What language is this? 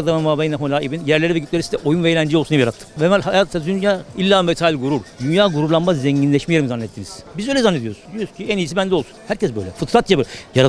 Turkish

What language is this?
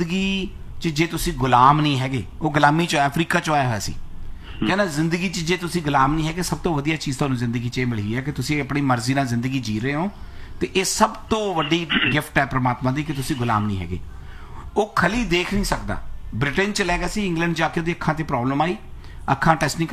Punjabi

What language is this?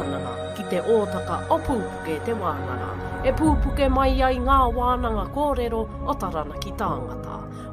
Māori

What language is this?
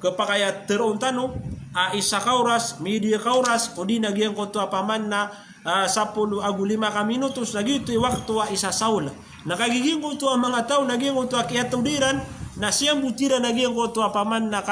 Maranao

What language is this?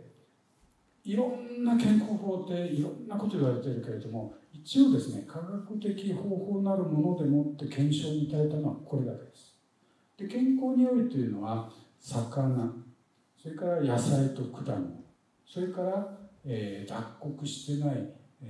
Japanese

